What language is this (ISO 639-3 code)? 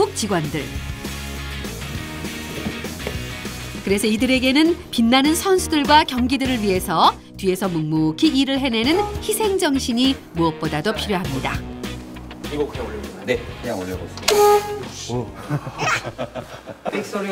kor